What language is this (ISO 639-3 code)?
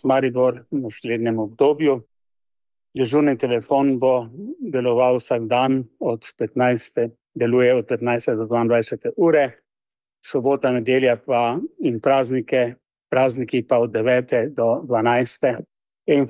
slv